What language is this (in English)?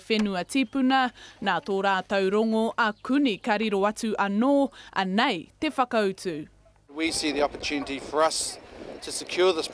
Māori